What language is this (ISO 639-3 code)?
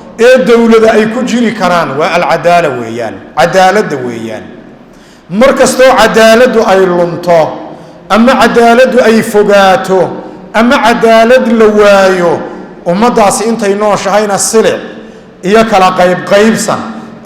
som